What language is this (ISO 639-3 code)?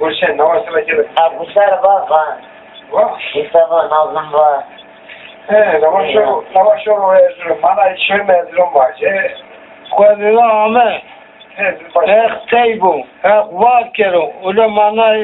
zza